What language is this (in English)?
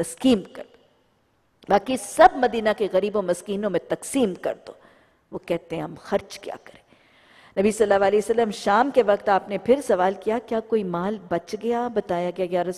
Urdu